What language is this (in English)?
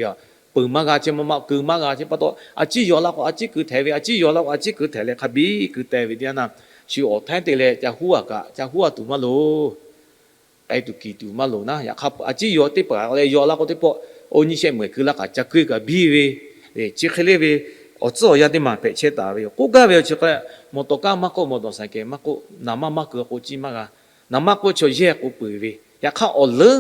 Lahu